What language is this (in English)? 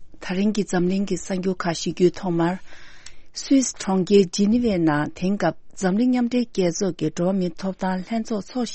Tibetan